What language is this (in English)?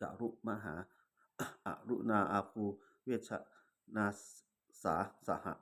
Pali